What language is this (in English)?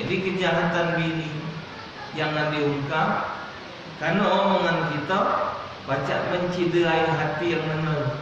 Musi